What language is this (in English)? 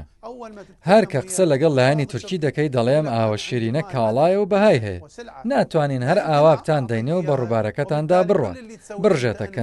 Central Kurdish